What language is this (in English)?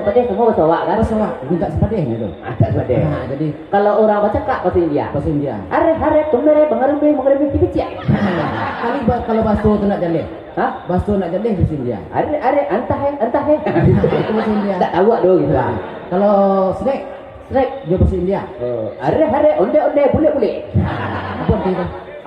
Minangkabau